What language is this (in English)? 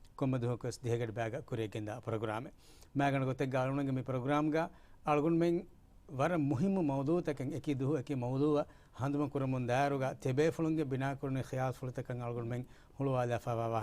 Divehi